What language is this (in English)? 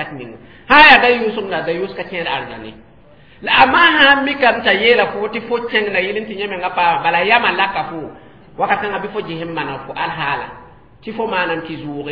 Mossi